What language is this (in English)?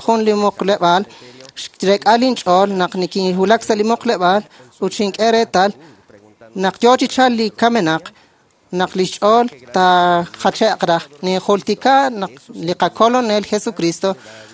Kekchí